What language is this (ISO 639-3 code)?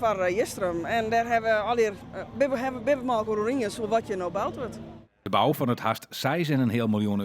fry